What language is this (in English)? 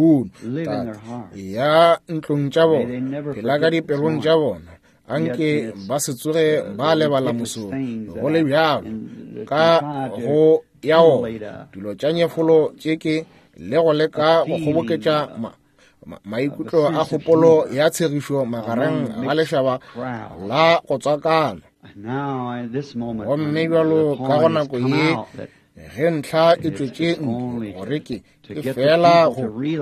Northern Sotho